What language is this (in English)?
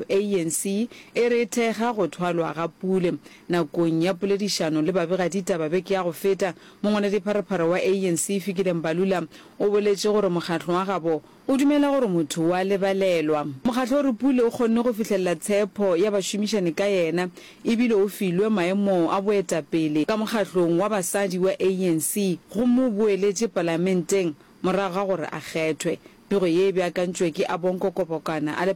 Northern Sotho